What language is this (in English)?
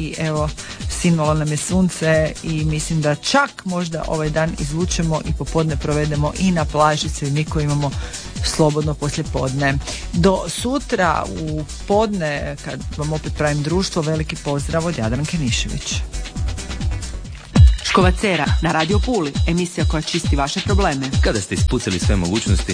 Croatian